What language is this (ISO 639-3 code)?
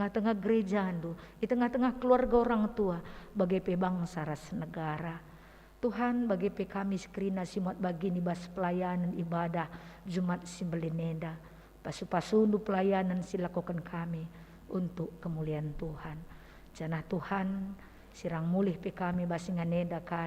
btx